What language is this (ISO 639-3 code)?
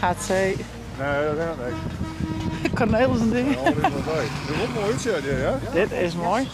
fry